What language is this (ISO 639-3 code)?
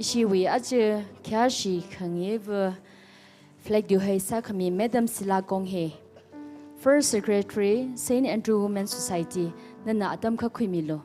nmf